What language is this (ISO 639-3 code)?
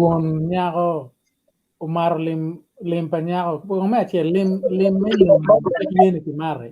ach